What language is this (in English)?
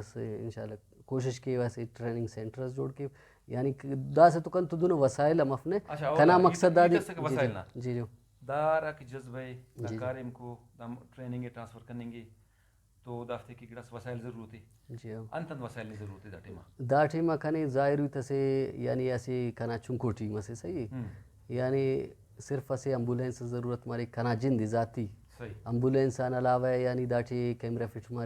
Brahui